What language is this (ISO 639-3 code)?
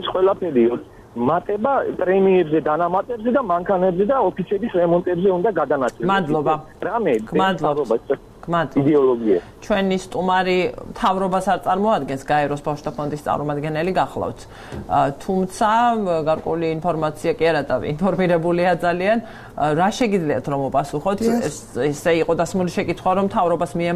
kat